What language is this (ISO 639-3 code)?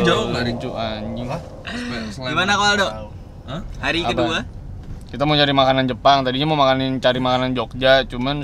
ind